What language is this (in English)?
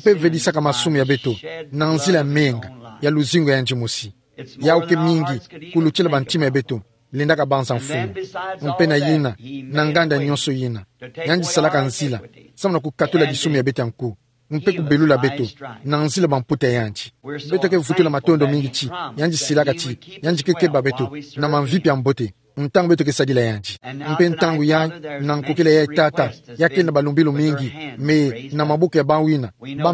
Kituba (Democratic Republic of Congo)